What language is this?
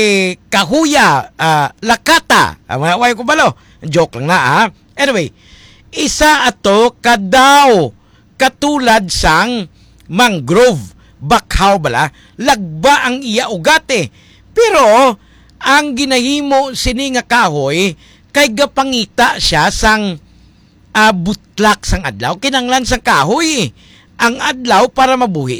Hiligaynon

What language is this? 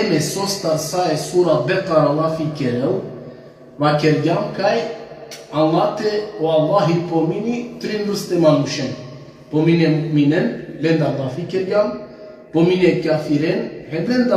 Balkan Romani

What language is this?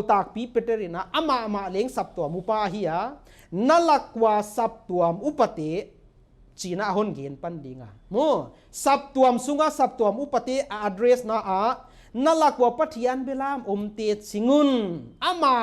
Paite Chin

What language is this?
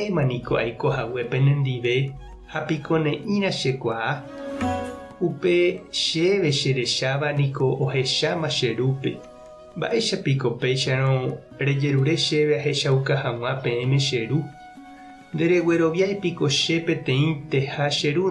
Guarani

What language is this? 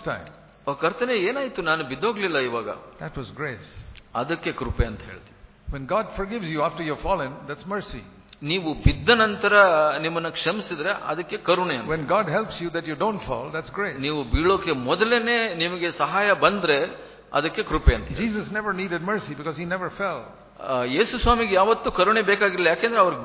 Kannada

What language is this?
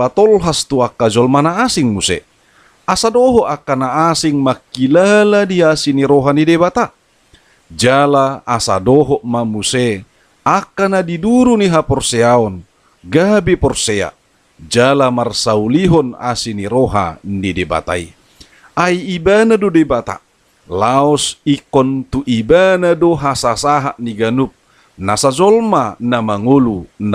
Batak Toba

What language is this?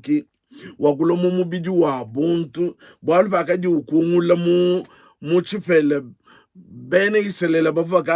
Luba-Lulua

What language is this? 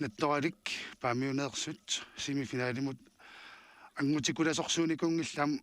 Kalaallisut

